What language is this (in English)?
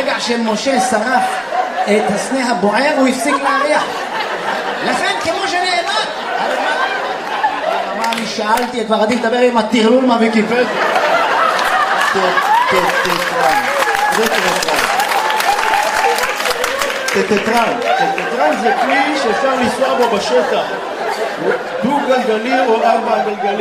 Hebrew